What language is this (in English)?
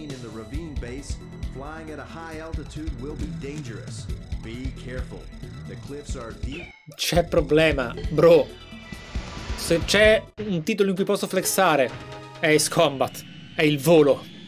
Italian